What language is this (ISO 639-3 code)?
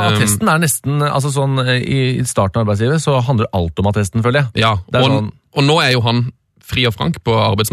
nor